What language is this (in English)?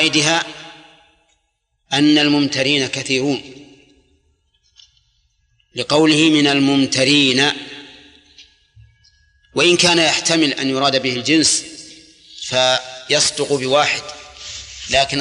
Arabic